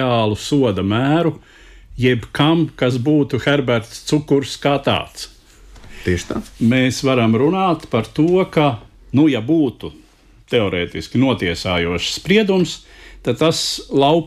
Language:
Latvian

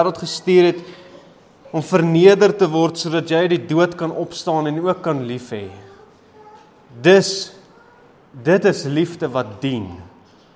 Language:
Afrikaans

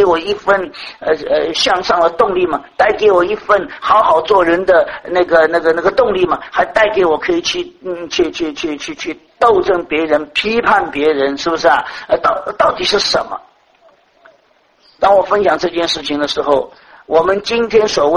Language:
Chinese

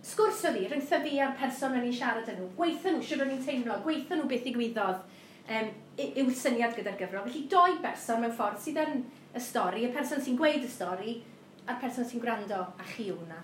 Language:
Welsh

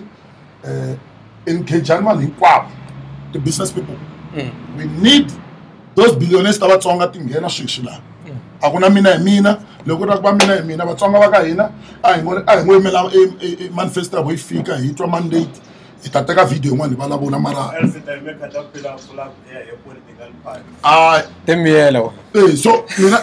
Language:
Tsonga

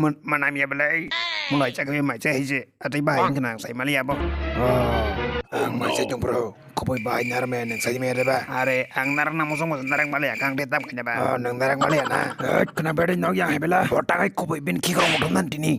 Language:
Kok Borok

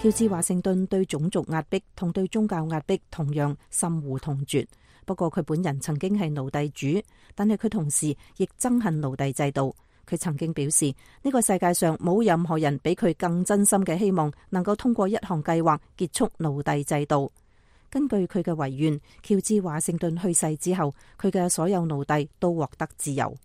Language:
Cantonese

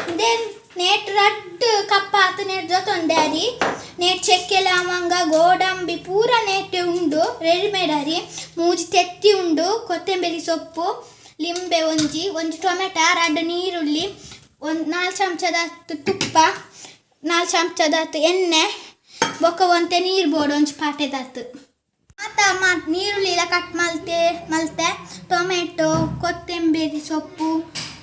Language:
Tulu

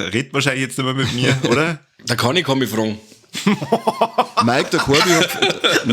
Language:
Bavarian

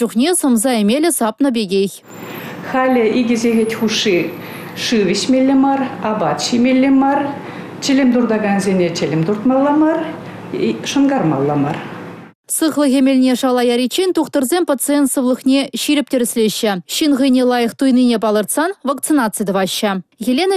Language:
Chuvash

